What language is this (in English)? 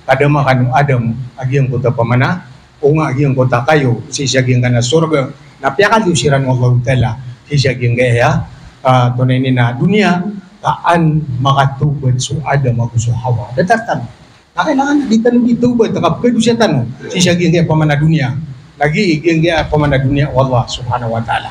Maranao